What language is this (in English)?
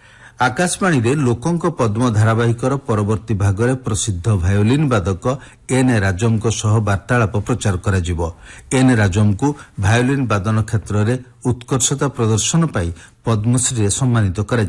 Odia